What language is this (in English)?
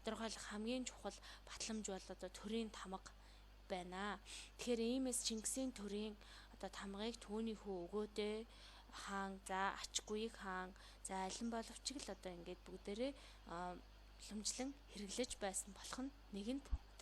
Mongolian